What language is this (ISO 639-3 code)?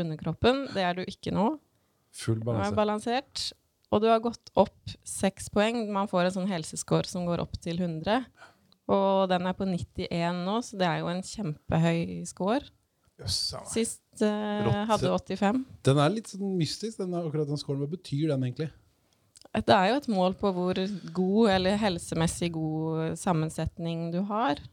nor